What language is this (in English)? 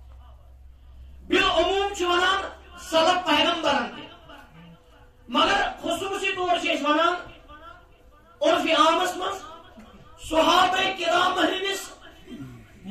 Kashmiri